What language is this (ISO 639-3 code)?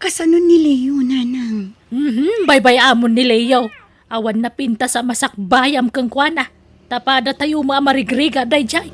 ilo